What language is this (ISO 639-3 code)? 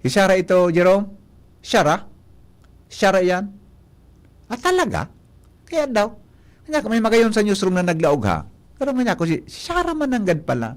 bik